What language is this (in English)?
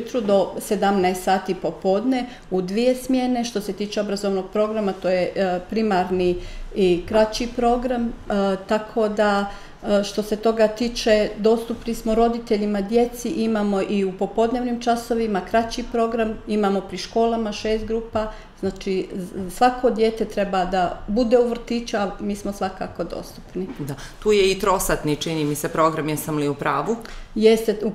Bosnian